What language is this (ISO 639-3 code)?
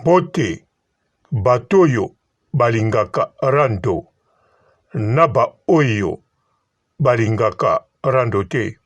lin